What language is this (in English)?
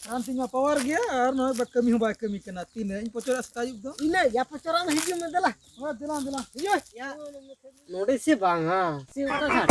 Santali